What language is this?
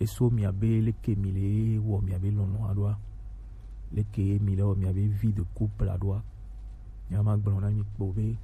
Gen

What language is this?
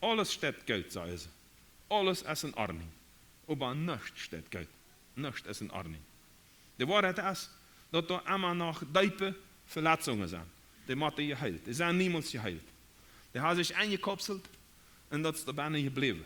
Plautdietsch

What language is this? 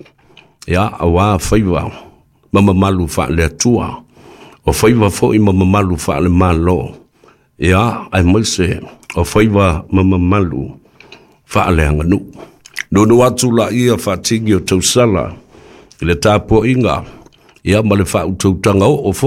Samoan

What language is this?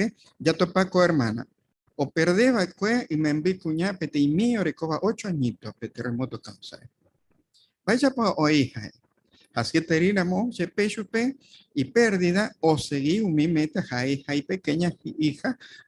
Guarani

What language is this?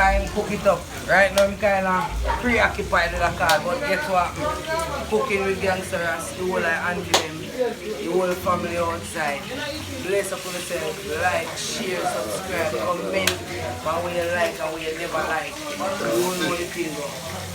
Jamaican Creole English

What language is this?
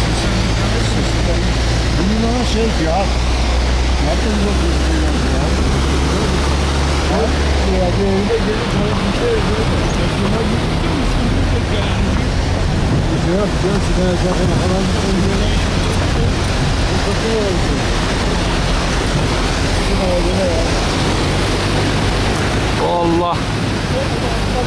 Turkish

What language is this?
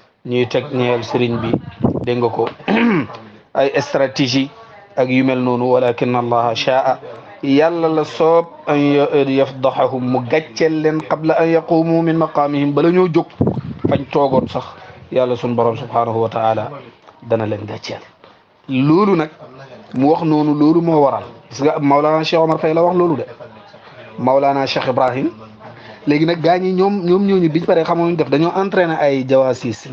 Wolof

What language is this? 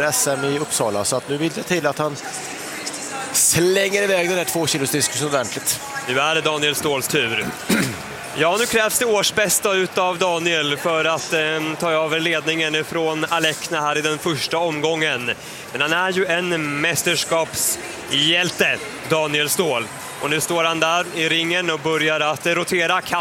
Swedish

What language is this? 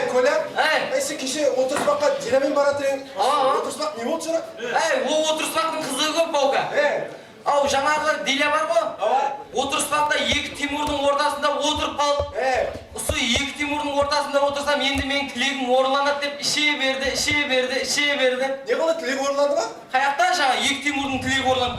Kara-Kalpak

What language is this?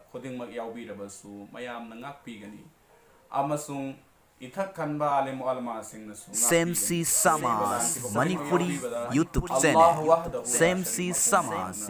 Manipuri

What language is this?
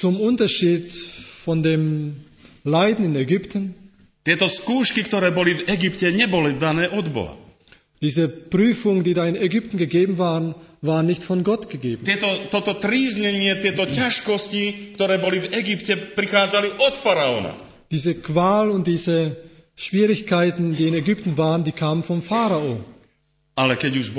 Slovak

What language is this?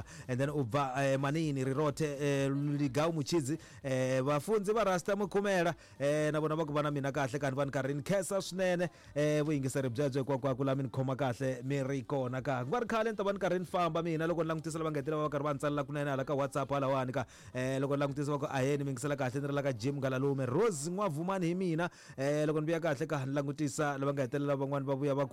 Tsonga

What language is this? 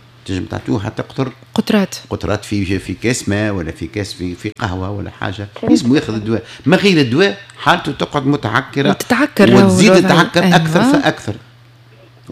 Tunisian Arabic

